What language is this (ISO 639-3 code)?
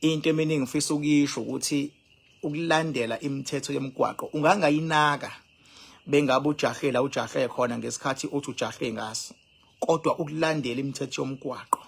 zul